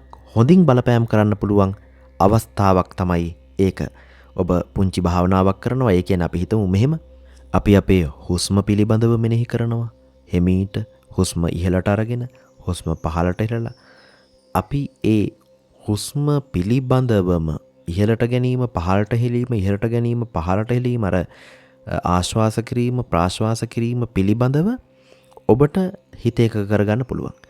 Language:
Sinhala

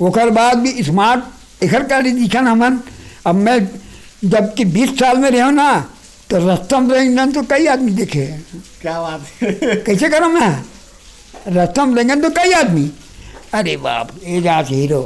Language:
Chhattisgarhi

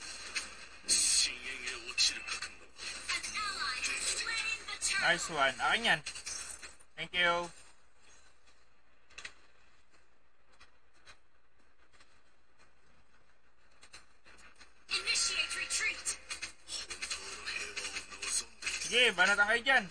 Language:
Filipino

